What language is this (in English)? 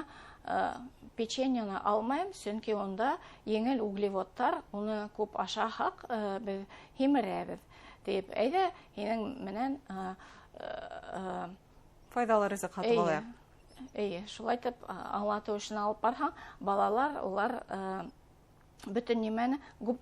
Bashkir